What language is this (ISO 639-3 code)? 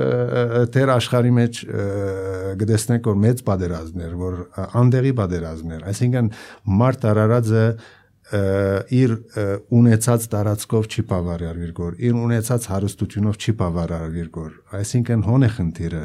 hye